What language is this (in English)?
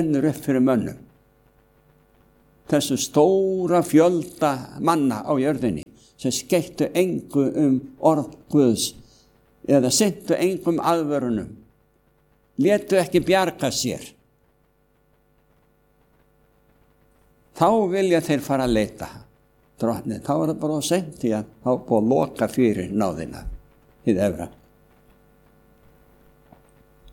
Icelandic